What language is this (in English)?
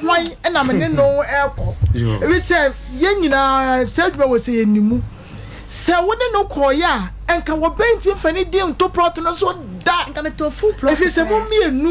Akan